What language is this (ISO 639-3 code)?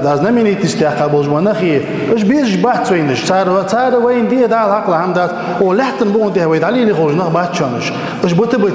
inh